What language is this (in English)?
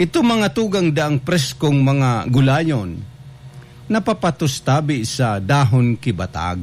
Bikol